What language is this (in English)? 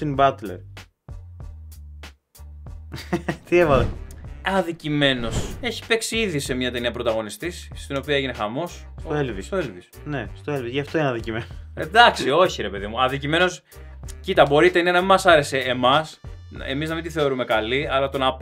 Greek